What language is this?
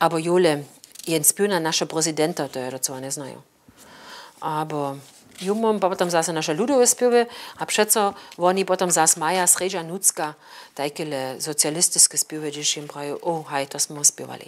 Upper Sorbian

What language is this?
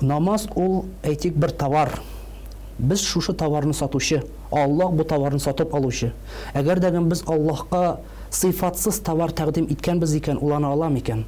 Tatar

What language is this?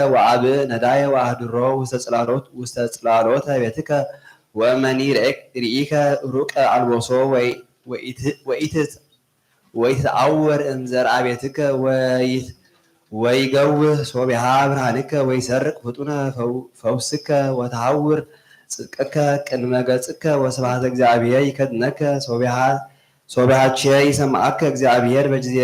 Geez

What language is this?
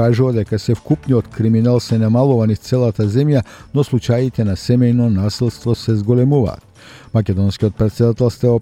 Macedonian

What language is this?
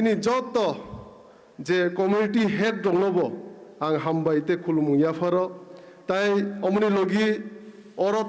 Kok Borok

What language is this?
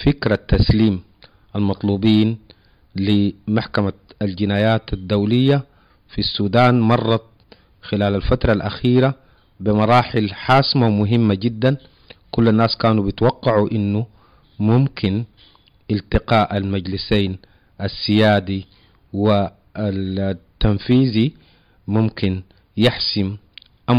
Sudanese Arabic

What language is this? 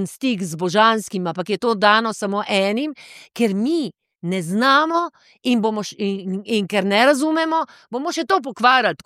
Slovenian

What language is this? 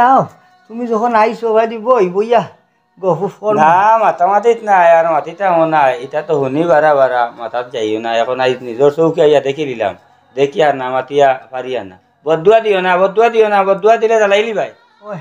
Sylheti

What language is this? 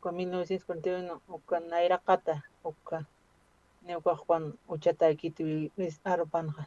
Aymara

